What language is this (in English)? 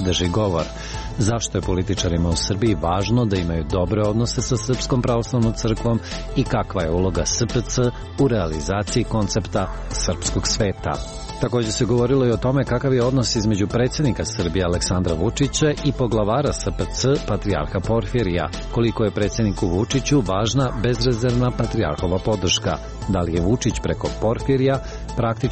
Serbian